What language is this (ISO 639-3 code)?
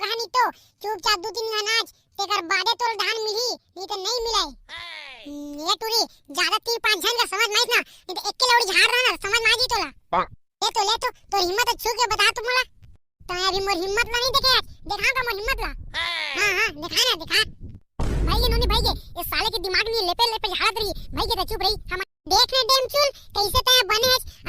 hne